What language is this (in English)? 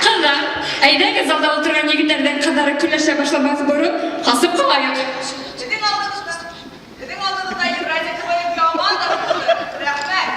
Bashkir